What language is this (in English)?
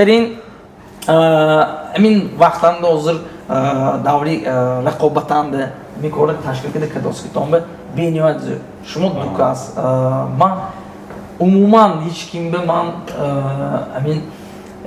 Tajik